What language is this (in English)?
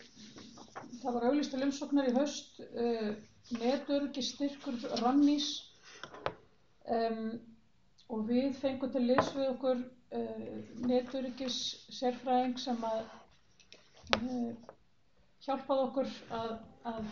Icelandic